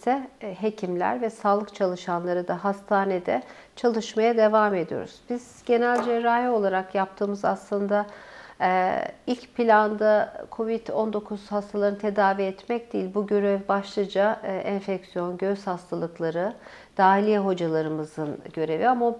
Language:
Turkish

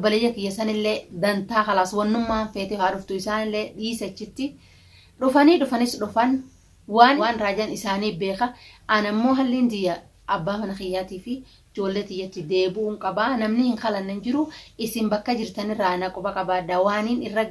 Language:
Oromo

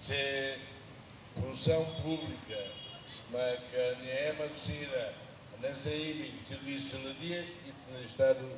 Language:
Tetum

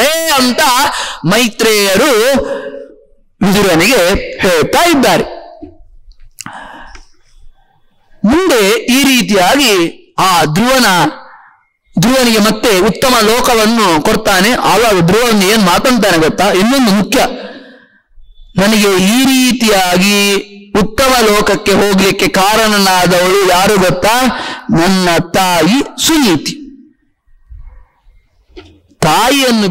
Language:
Kannada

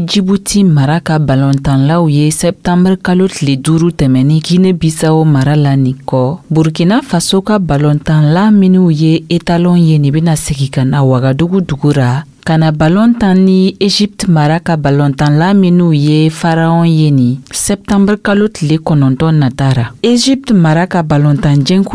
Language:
Dyula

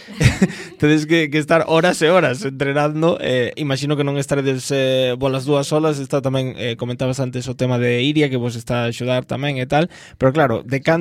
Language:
Galician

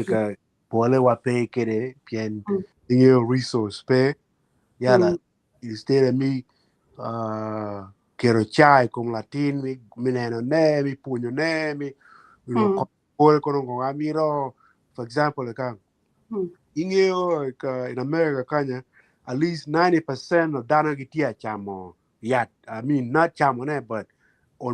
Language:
Acoli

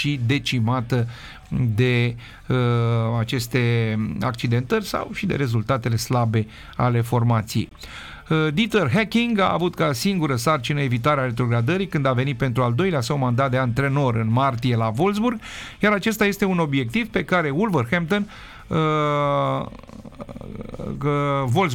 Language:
Romanian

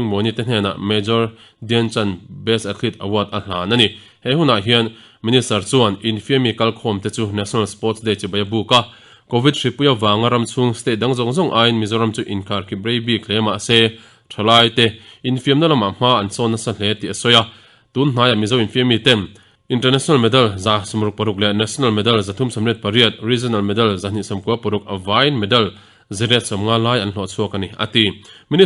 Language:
Mizo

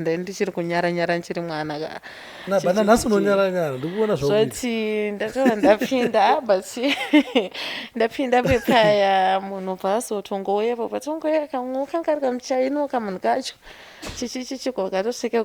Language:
Shona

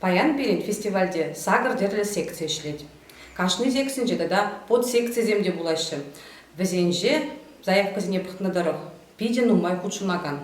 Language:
Chuvash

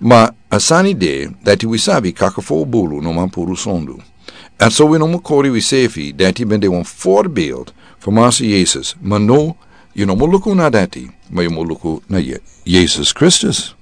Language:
Sranan Tongo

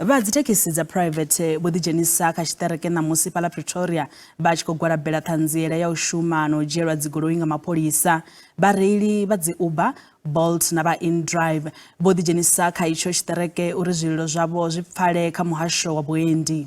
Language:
Venda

